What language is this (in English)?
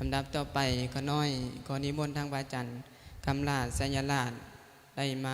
Lao